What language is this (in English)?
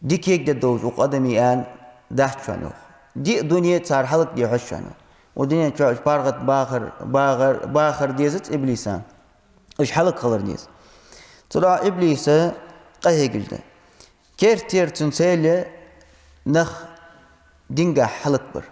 Ingush